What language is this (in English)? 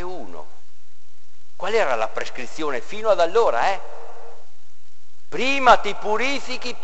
Italian